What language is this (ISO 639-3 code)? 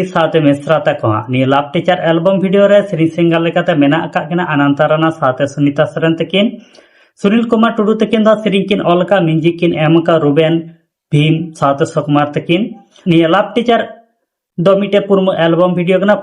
sat